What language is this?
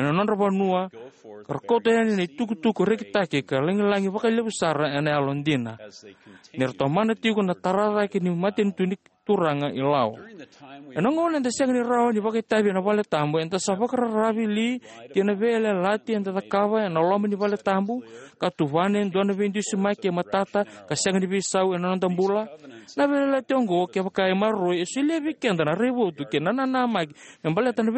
Fijian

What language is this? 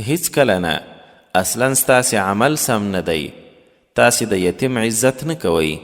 Pashto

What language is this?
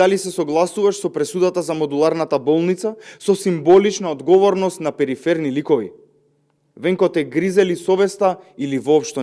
Macedonian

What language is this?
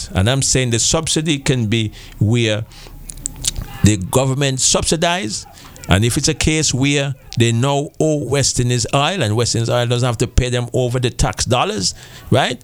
English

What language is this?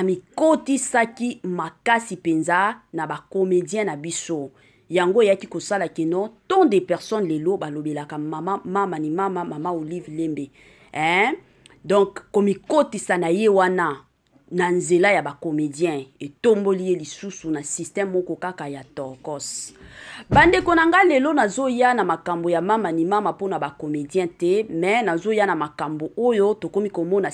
Lingala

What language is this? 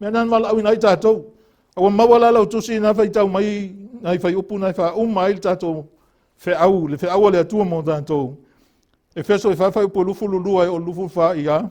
Samoan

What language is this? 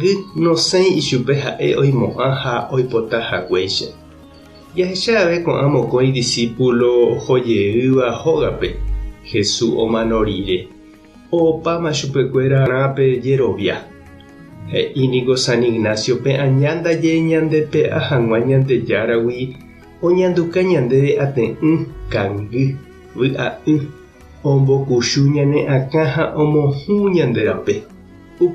Guarani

